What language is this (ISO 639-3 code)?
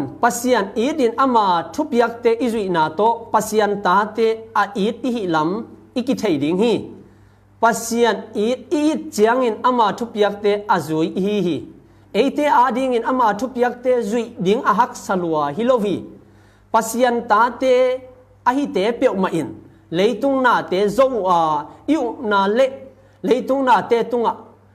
ctd